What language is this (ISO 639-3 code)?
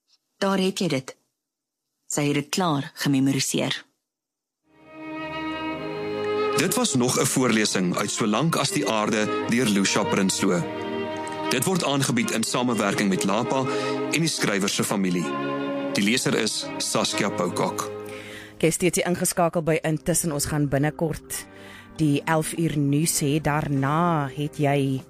afr